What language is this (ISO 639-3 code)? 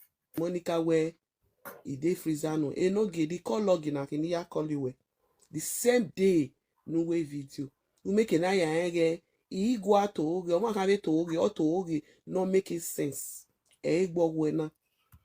pcm